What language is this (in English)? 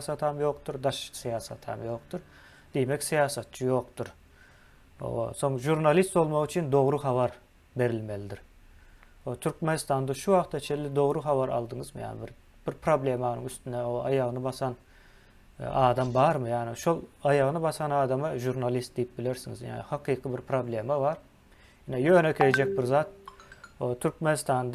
Turkmen